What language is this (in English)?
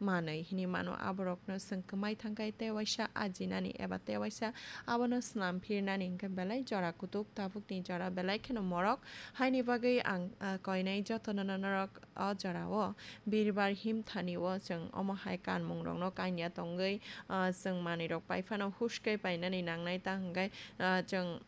Kok Borok